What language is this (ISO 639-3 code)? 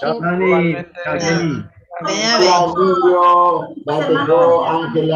grn